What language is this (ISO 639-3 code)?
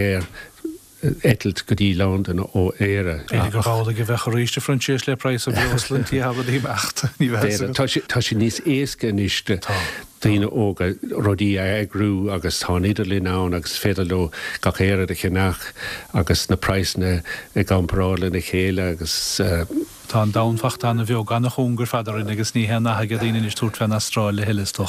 gle